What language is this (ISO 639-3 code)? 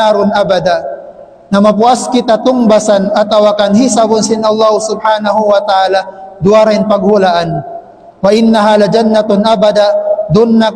tsg